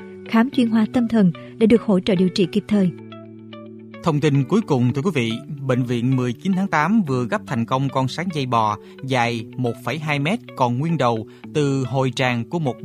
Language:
Vietnamese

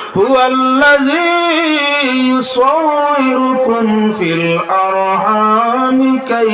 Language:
Sylheti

